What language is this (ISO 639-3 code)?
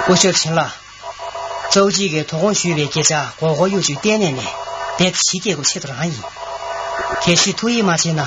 bod